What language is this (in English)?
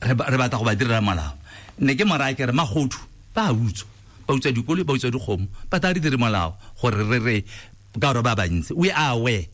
Tswana